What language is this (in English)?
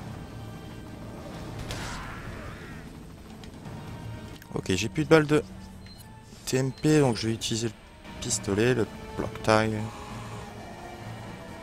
French